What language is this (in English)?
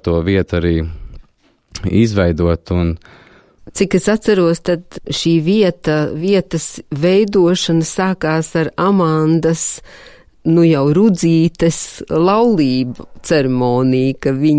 Latvian